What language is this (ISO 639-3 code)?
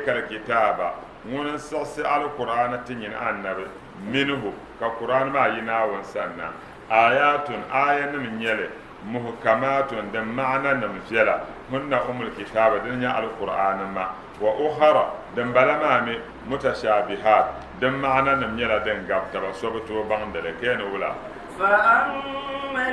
dag